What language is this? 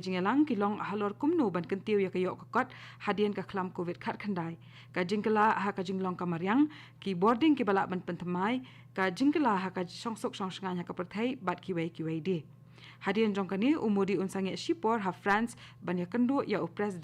Khasi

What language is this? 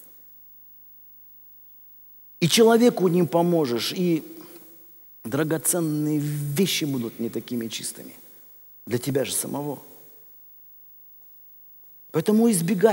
Russian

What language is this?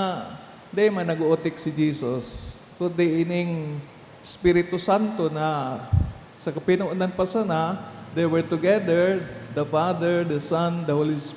Bikol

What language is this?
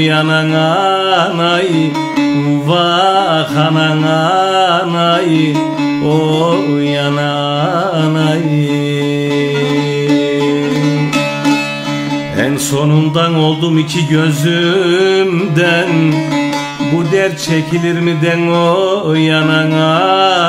Turkish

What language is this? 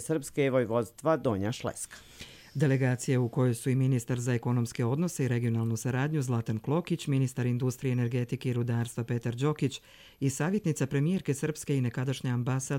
Bosnian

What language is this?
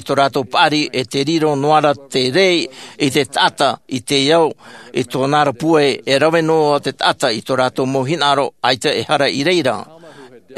Tahitian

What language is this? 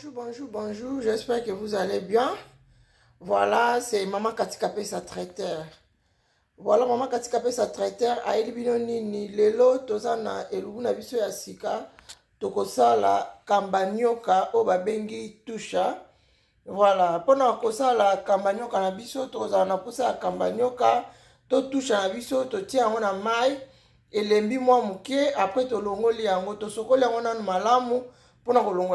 Lingala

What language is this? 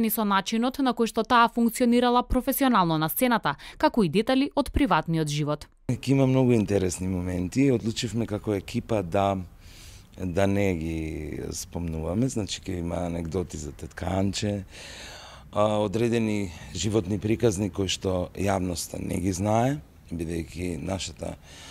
Macedonian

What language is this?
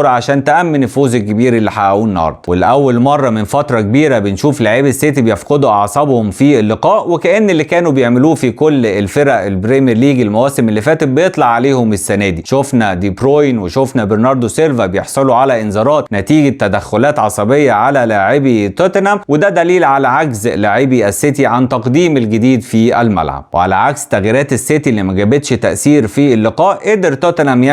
Egyptian Arabic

